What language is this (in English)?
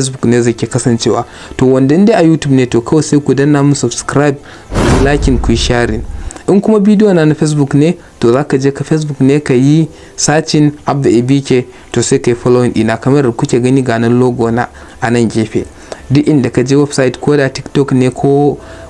Hausa